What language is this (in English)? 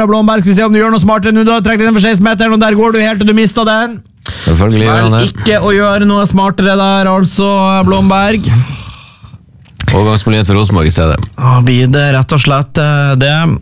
Norwegian